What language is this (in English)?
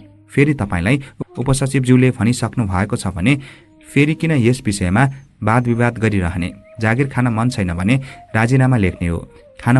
Nepali